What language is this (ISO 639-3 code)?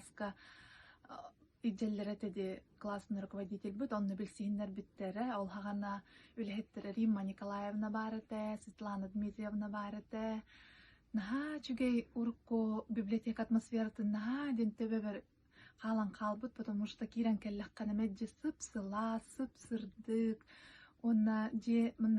sah